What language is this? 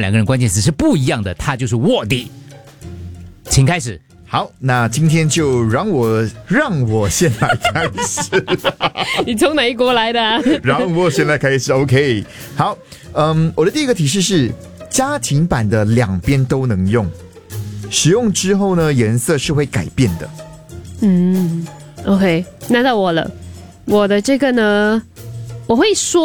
Chinese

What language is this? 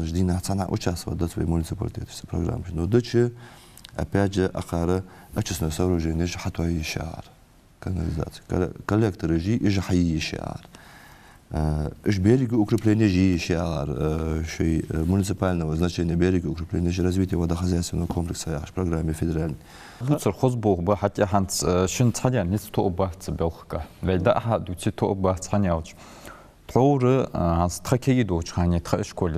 Ingush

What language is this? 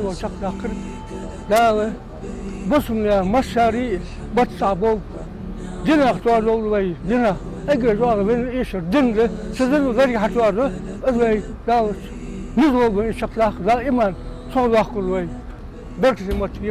Ingush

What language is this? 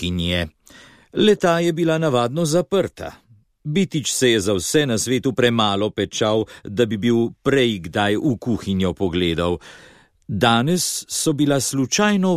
Slovenian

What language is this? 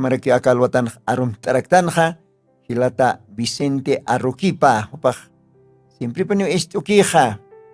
Aymara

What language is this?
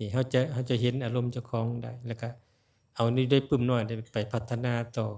Lao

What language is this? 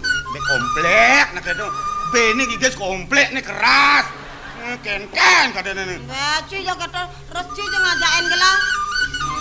Balinese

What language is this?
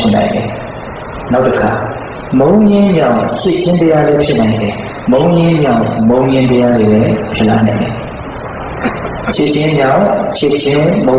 Burmese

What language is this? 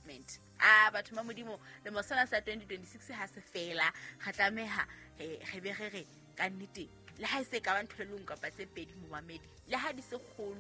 Southern Sotho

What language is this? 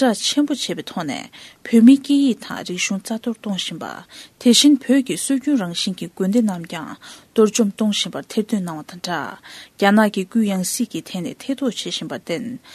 Tibetan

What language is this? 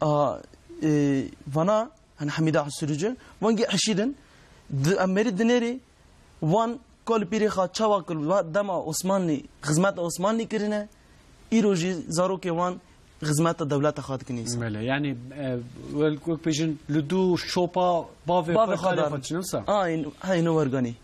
Kurdish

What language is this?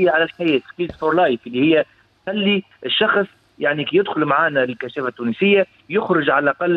Tunisian Arabic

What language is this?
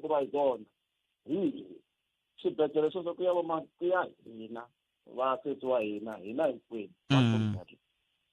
Tsonga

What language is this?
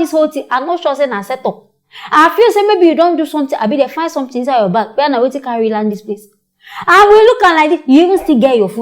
Nigerian Pidgin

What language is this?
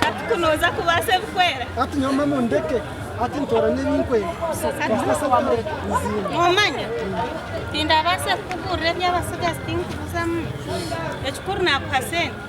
Nyankole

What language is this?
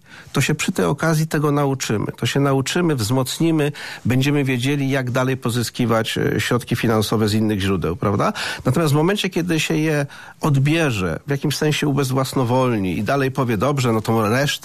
Polish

